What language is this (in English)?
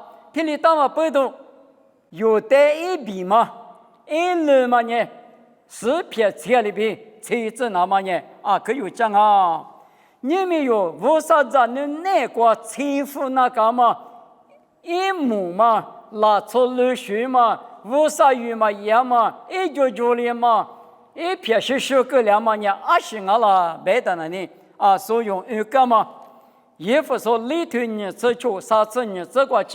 Lisu